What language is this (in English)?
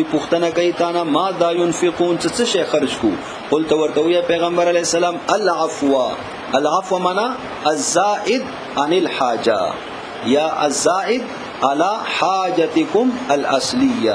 Pashto